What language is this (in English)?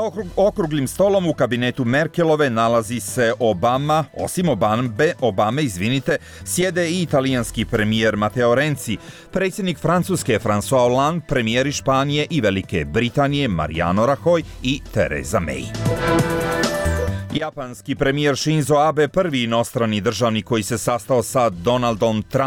Bosnian